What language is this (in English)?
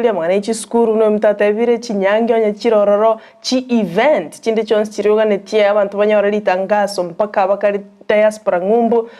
Gusii